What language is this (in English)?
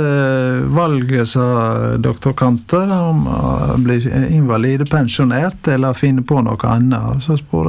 Norwegian